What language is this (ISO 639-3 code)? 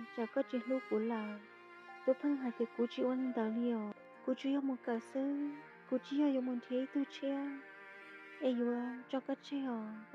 hmn